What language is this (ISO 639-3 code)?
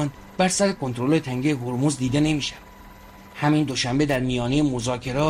fas